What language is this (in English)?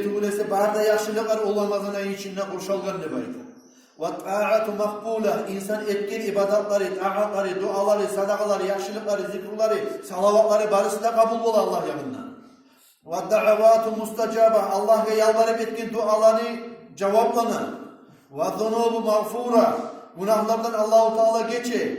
Kumyk